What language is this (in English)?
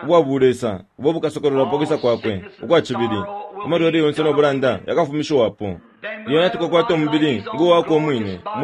Bemba